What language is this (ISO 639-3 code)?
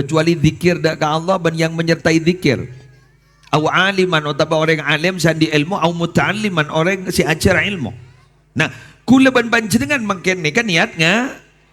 mad